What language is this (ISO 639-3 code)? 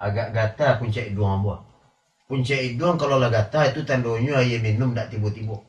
min